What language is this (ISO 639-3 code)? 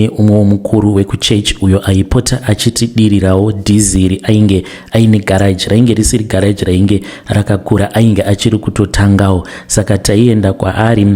sna